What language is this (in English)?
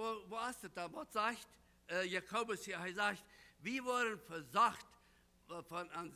Plautdietsch